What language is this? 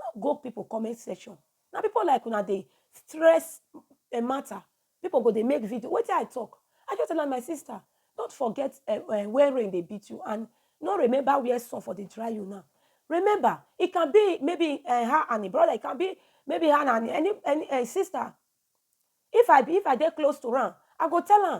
Nigerian Pidgin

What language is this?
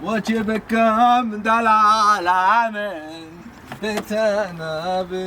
Kurdish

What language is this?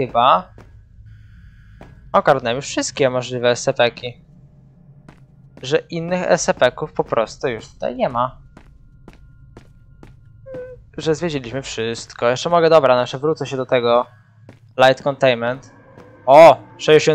Polish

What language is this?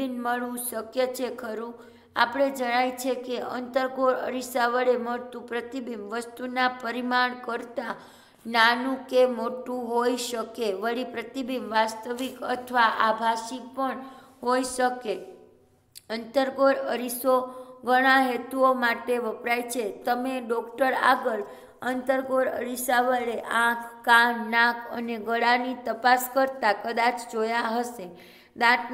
Gujarati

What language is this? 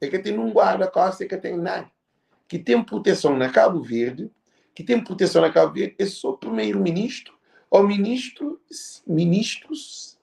Kabuverdianu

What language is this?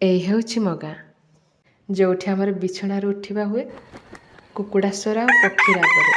Odia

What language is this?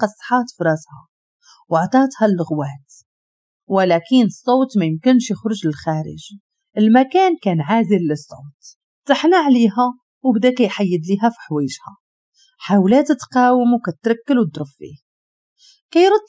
Moroccan Arabic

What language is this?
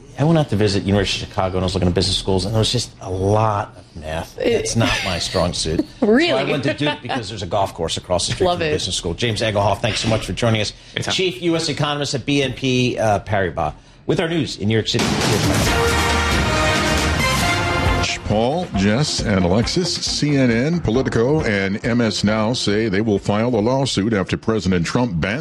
English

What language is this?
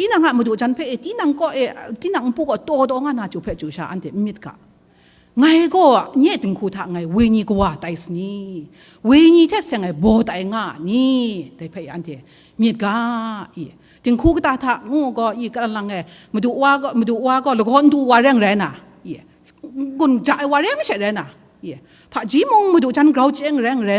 Kachin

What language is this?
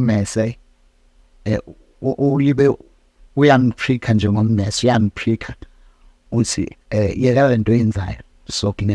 Zulu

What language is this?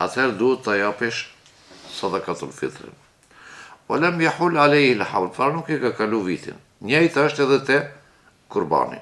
Albanian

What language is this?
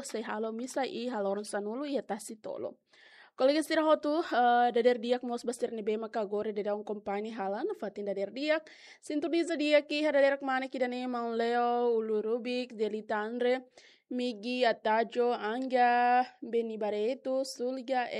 Tetum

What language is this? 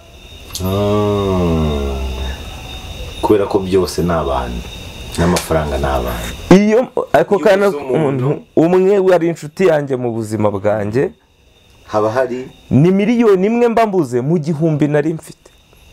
Kinyarwanda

